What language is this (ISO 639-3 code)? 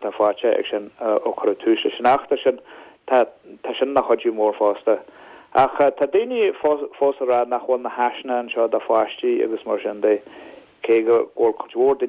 gle